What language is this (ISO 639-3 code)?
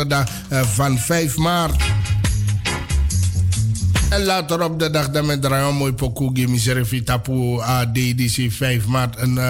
nld